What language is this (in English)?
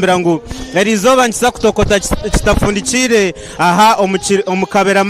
Nyankole